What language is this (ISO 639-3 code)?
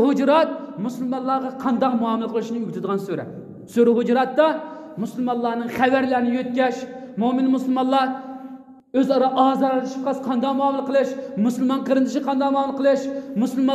uig